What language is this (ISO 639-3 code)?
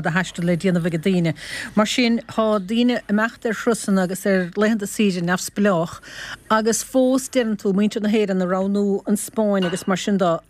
gle